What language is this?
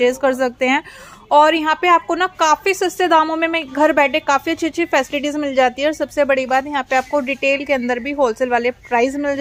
Hindi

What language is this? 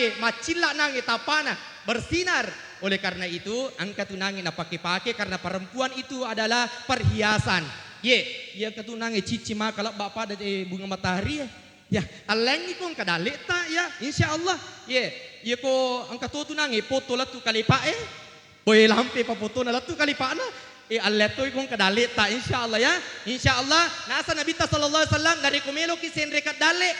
Buginese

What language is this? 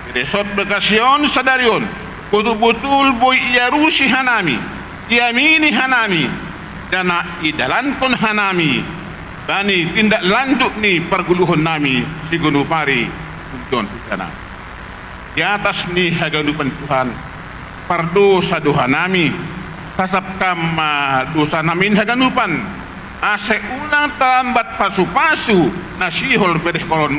Batak Simalungun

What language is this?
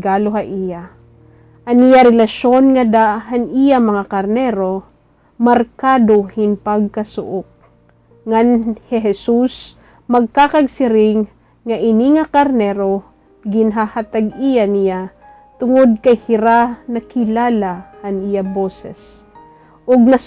Waray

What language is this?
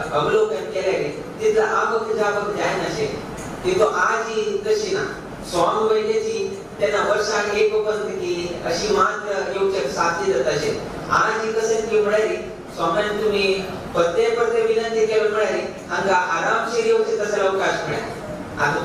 Konkani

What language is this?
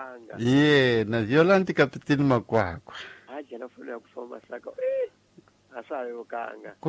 Tsonga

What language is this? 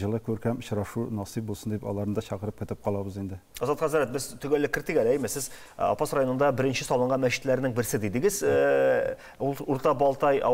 Tatar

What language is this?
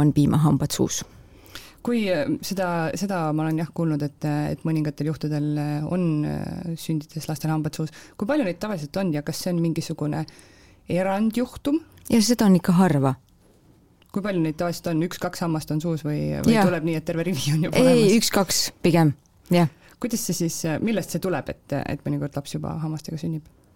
Estonian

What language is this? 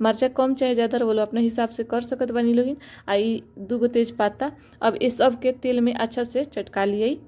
Bhojpuri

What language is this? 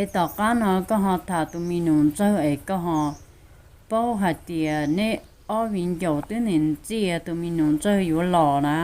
Hmong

